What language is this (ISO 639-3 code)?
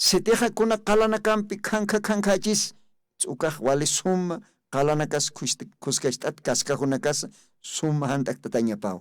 aym